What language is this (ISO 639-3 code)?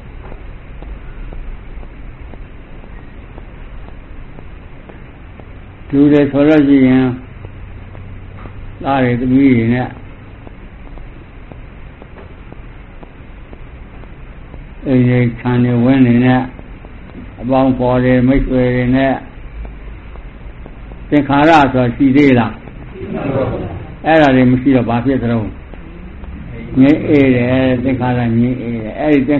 mya